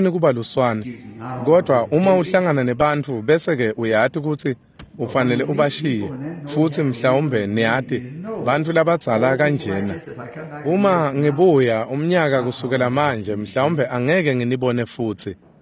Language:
Swati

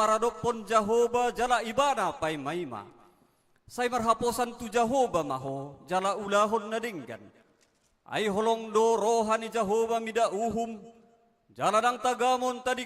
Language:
Batak Toba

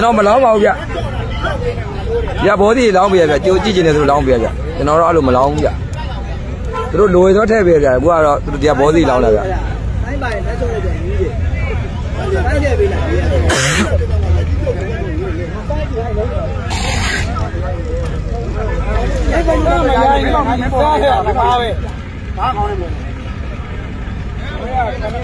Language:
Burmese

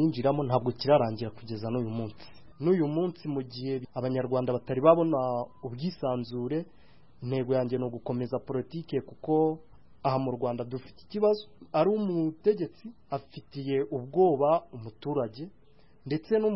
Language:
Kinyarwanda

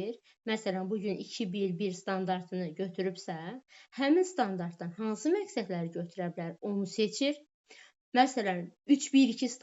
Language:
Azerbaijani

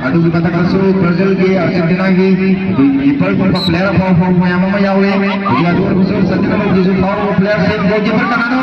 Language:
Manipuri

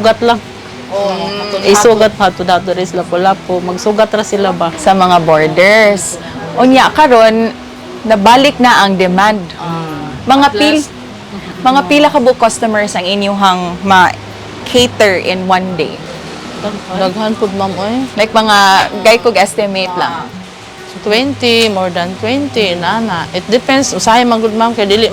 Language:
Cebuano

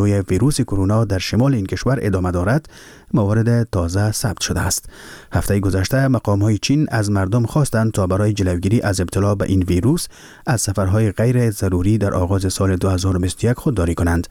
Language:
Persian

